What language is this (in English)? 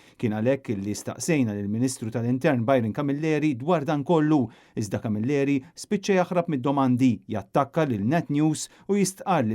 Maltese